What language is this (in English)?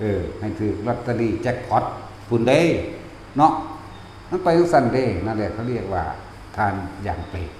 Northeastern Thai